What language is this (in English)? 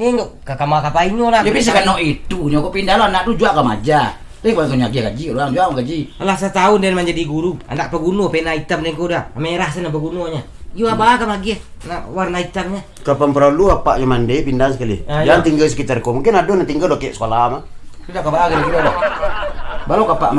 Minangkabau